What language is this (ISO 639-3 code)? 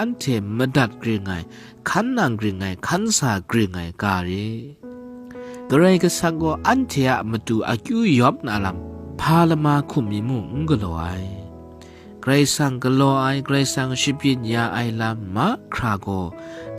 kac